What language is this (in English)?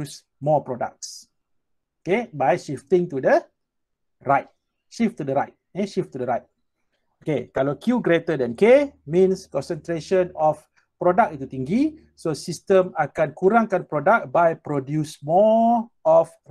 Malay